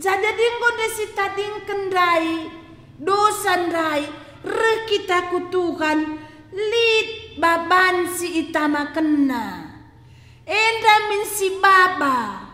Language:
Batak Karo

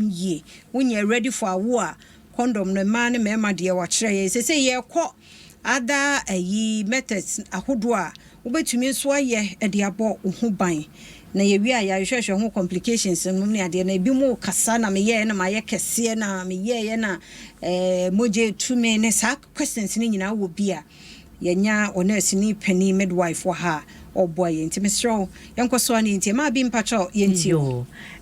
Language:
Akan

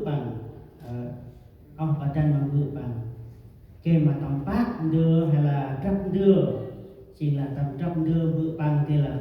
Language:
Central Mnong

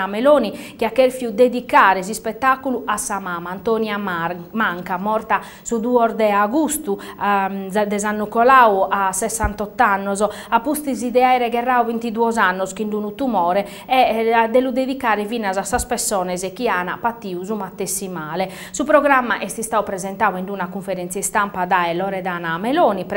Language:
Sardinian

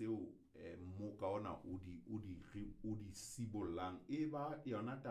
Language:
Southern Sotho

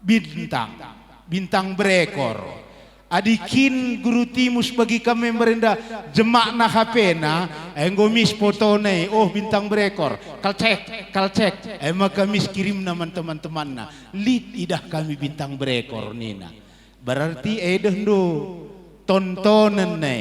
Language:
Batak Karo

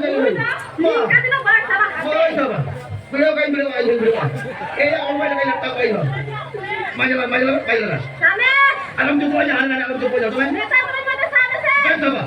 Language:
Santali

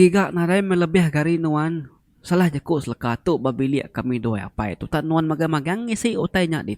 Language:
Iban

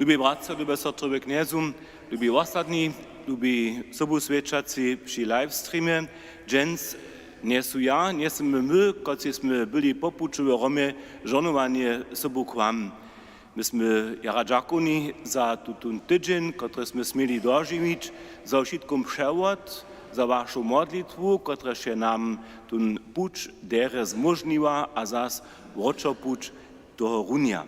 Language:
Upper Sorbian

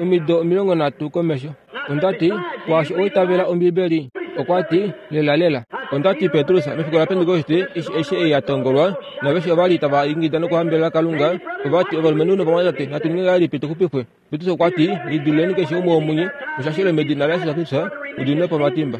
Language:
Kuanyama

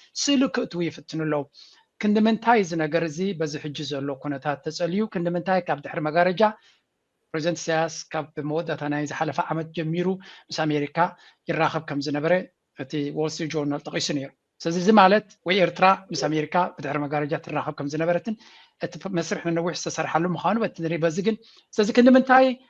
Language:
Tigrinya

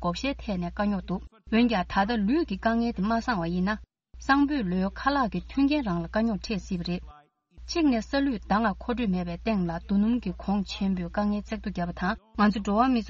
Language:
Tibetan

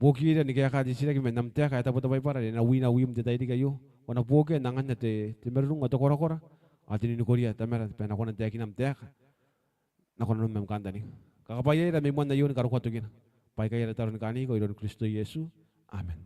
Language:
Gilbertese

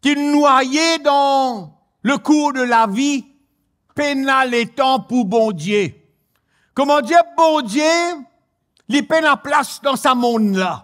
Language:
Morisyen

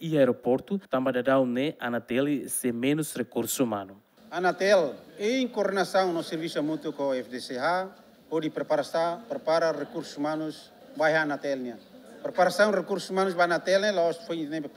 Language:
Tetum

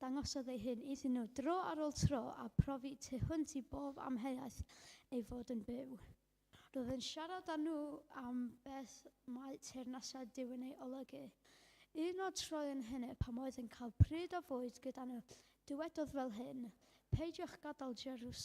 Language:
Welsh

